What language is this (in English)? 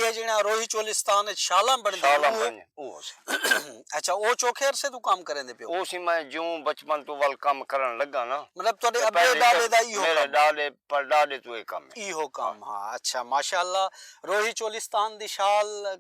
Saraiki